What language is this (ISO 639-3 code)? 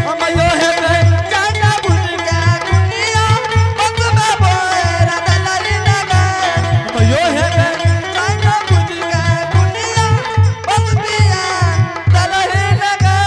anp